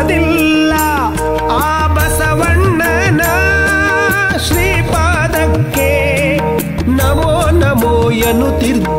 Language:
Kannada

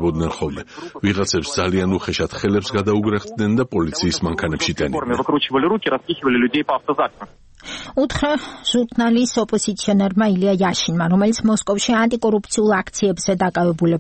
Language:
Georgian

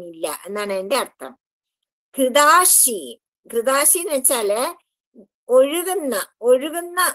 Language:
Malayalam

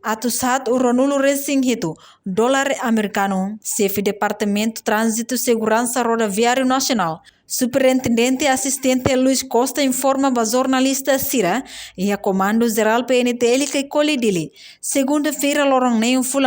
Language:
Tetum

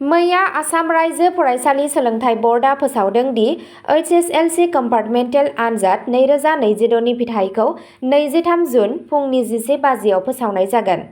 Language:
Bodo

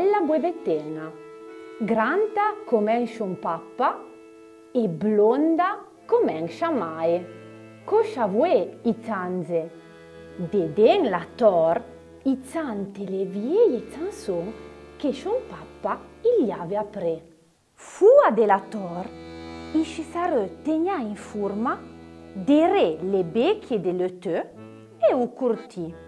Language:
Arpitan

